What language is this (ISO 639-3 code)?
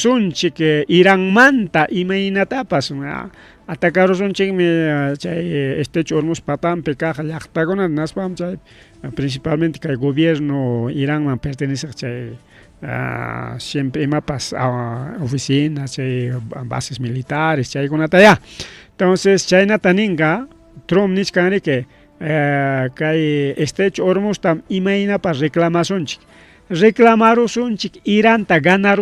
quy